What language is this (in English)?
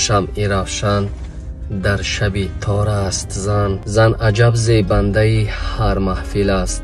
Tajik